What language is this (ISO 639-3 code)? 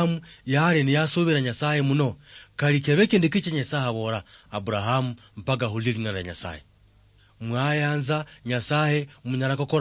luy